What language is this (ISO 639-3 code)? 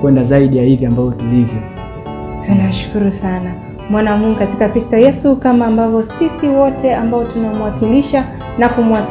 swa